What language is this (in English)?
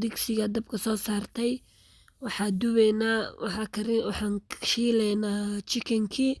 Somali